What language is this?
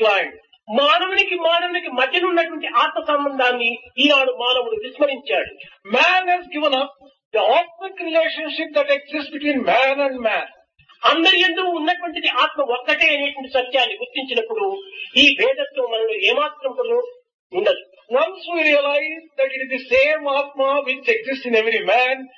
Telugu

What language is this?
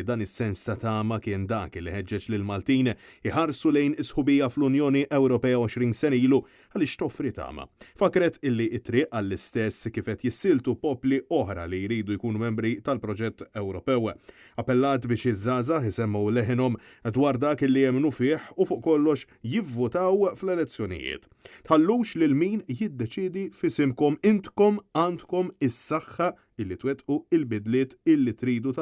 Maltese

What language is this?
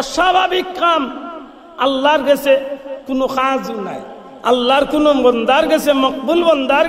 Sylheti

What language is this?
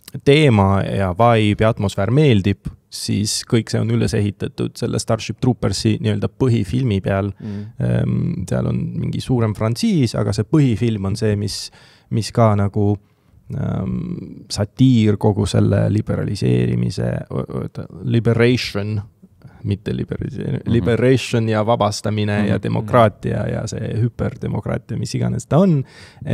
Estonian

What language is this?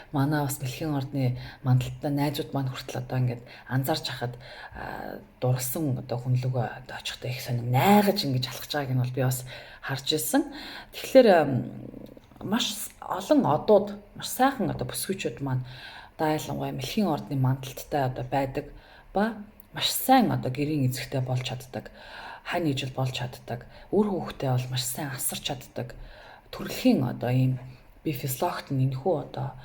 Mongolian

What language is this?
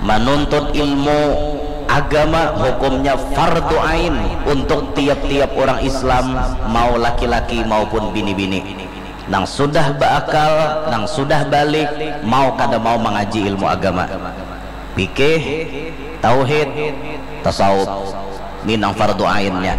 Banjar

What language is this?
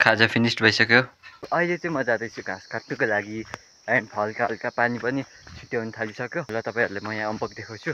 Nepali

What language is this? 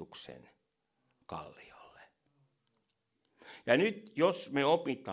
Finnish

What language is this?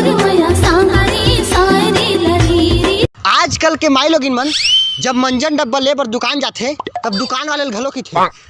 Chhattisgarhi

